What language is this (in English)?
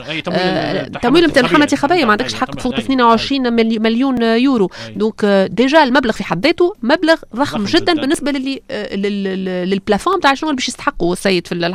Tunisian Arabic